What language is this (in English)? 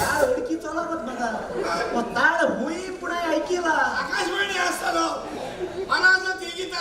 Konkani